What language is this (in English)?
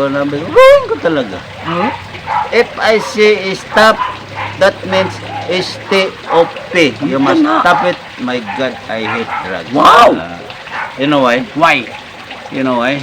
Cebuano